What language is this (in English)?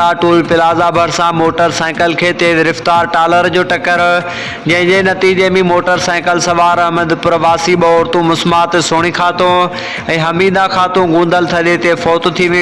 Sindhi